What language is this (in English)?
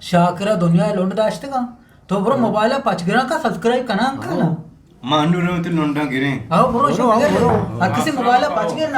Eastern Balochi